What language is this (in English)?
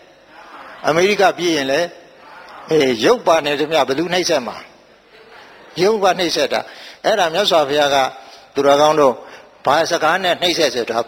Burmese